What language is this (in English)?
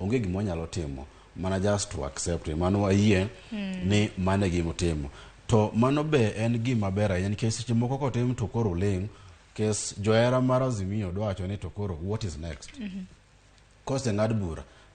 Luo (Kenya and Tanzania)